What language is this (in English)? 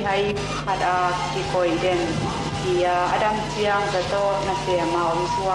Tedim Chin